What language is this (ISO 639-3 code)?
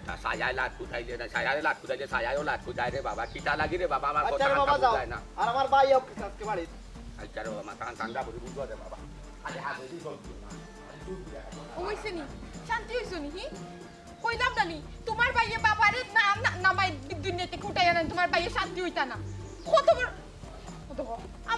syl